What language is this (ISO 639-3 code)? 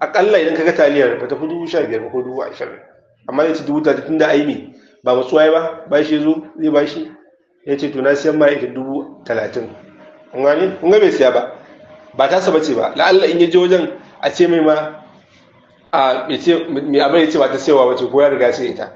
hau